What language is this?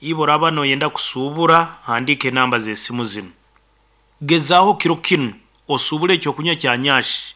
Nyoro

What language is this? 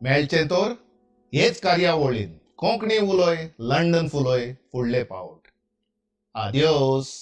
Konkani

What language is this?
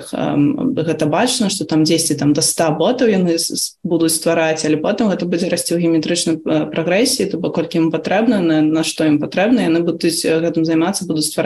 Belarusian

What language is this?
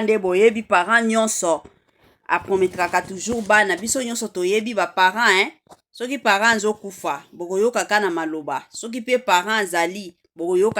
Lingala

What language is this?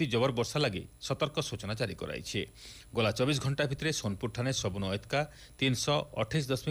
Odia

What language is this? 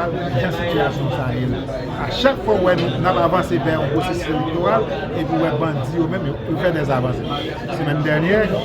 Haitian Creole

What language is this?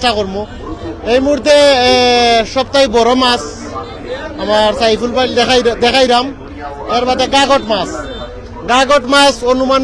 Sylheti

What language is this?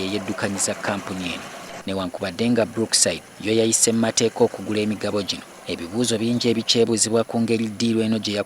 Ganda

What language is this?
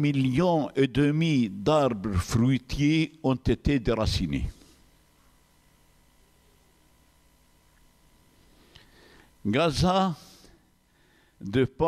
French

